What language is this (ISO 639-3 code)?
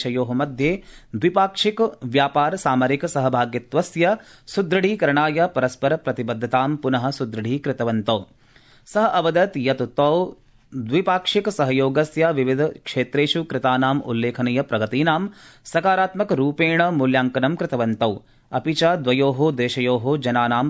san